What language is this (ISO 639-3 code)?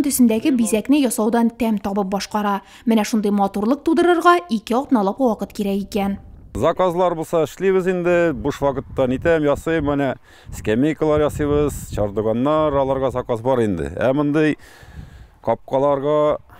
tat